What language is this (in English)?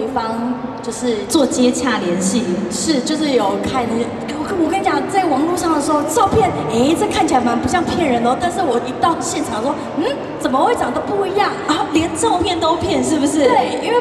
Chinese